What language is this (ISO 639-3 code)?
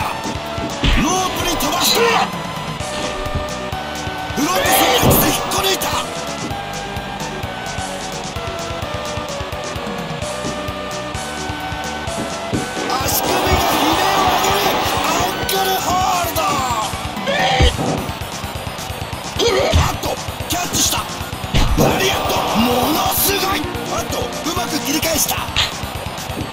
jpn